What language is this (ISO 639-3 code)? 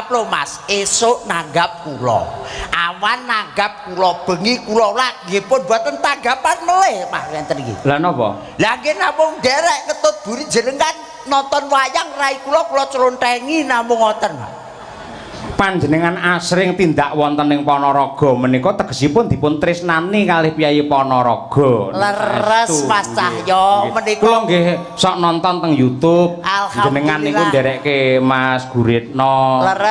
jav